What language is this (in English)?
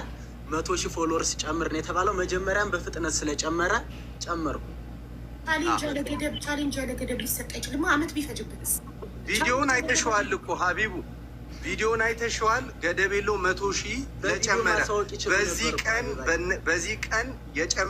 Amharic